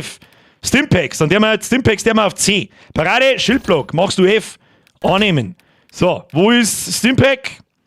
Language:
Bavarian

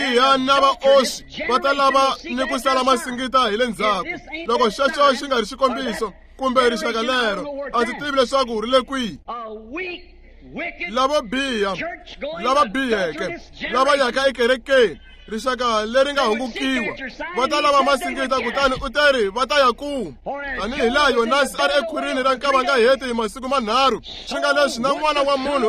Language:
Tsonga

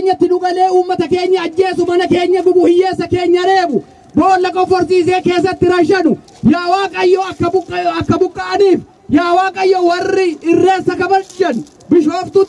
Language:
Oromo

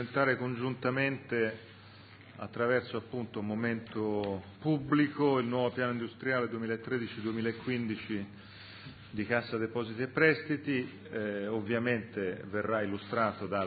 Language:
Italian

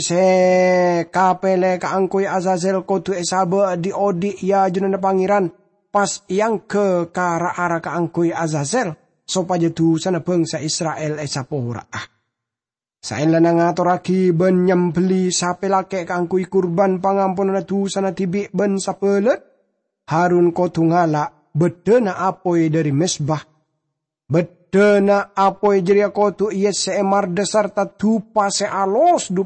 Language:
Madurese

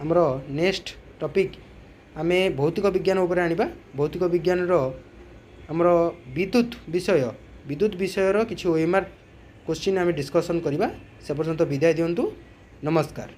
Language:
Odia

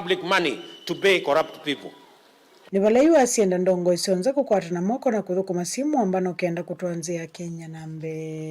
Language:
Kamba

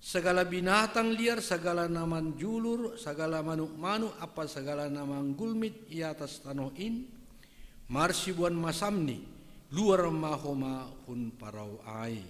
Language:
Batak Simalungun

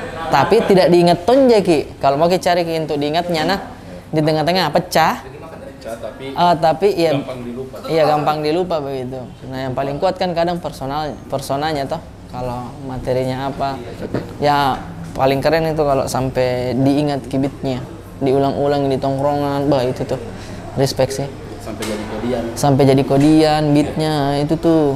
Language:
Makassar Malay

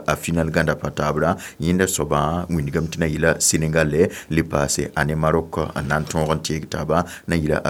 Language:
Mossi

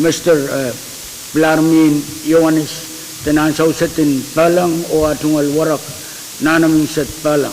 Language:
Pohnpeian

